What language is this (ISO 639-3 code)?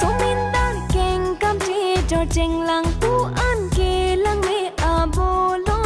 mjw